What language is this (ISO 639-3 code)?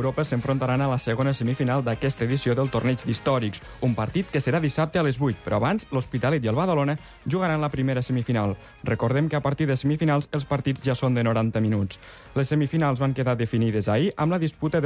cat